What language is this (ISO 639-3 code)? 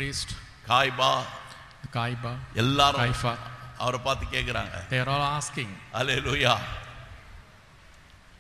tam